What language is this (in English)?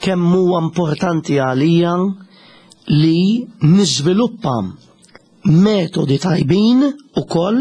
Maltese